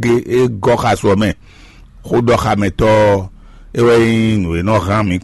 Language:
Fon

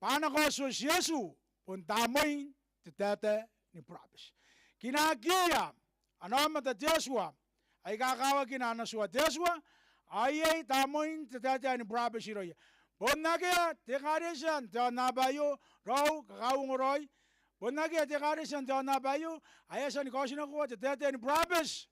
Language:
Gilbertese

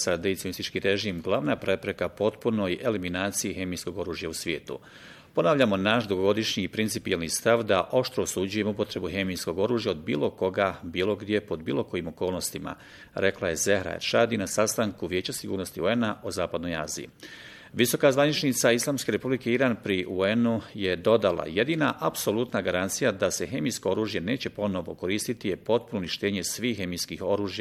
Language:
Bosnian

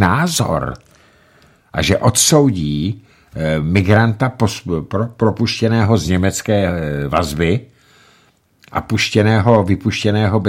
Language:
Czech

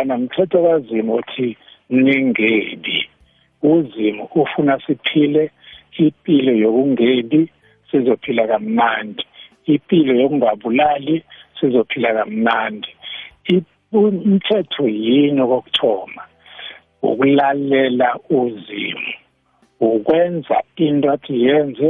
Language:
South Ndebele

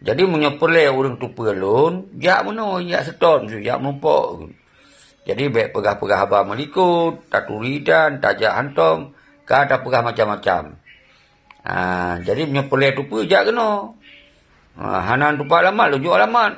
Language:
Achinese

